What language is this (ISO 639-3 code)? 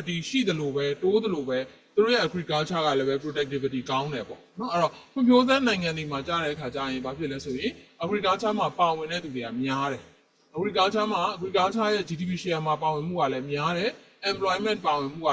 mya